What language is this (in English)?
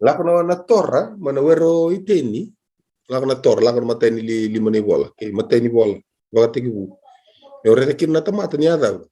Fijian